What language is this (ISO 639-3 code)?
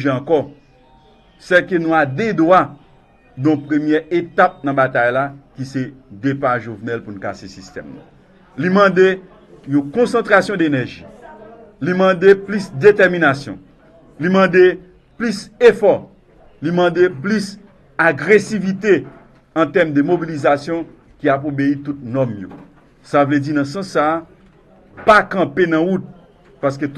hat